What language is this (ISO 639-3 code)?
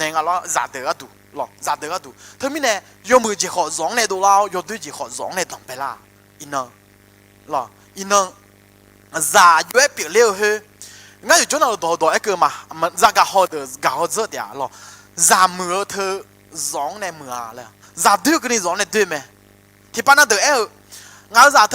ahk